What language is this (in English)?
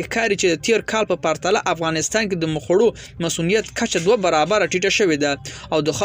Pashto